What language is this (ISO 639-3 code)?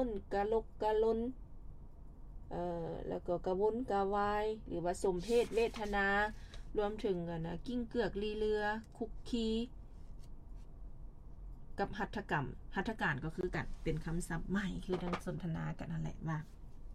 lao